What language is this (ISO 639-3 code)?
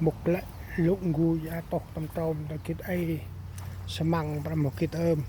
cmo